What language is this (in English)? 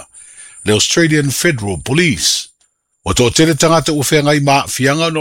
Samoan